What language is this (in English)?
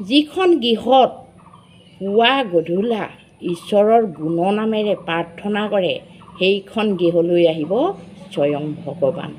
Assamese